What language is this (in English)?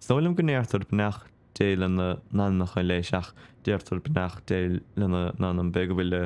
Irish